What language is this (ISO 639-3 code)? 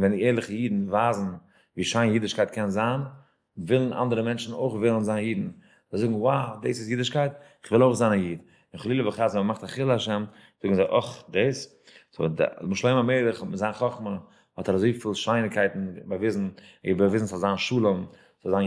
yid